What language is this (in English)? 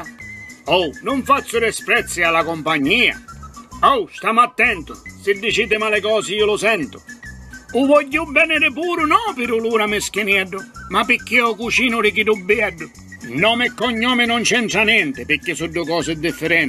Sicilian